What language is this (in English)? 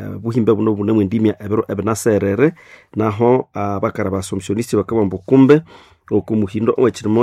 Nande